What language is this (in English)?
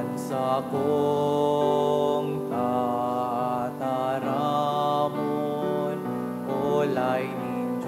Bikol